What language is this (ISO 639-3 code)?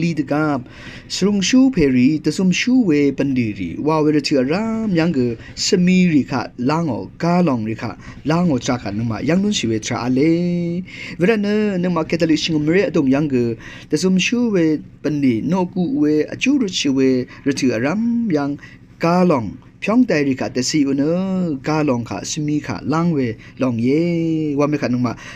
raw